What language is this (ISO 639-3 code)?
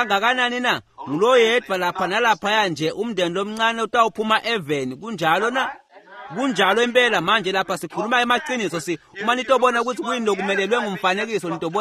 ssw